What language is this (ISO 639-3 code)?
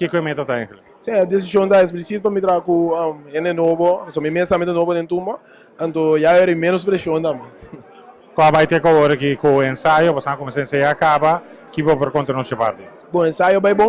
pap